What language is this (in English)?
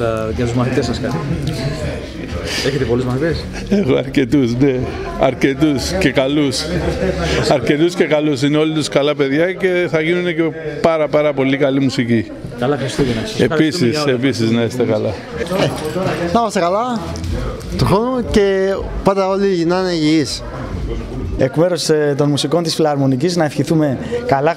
Greek